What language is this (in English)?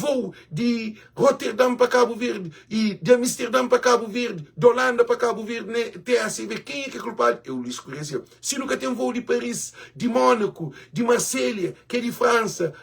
Kabuverdianu